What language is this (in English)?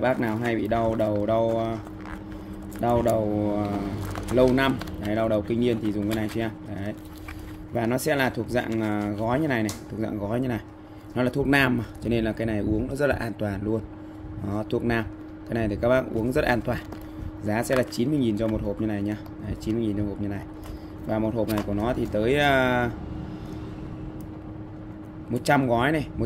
Vietnamese